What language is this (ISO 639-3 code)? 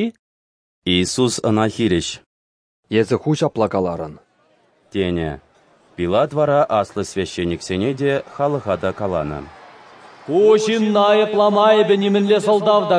chv